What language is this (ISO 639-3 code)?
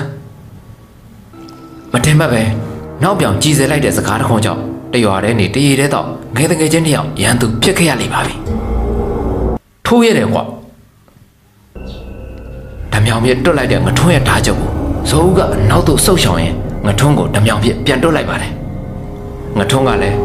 mya